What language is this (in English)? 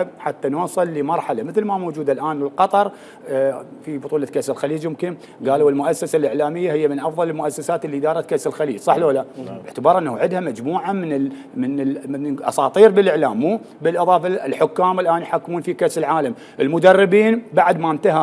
Mesopotamian Arabic